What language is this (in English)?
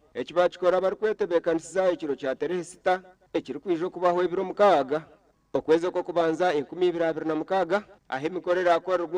Nyankole